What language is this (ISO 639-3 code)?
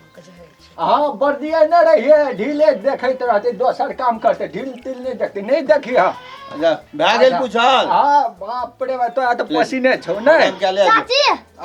mai